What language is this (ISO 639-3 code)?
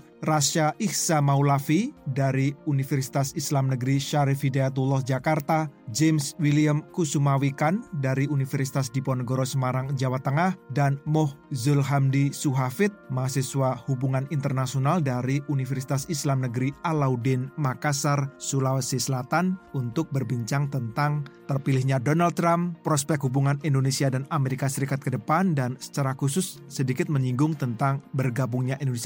ind